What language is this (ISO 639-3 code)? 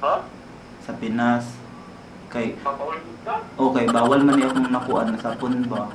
ceb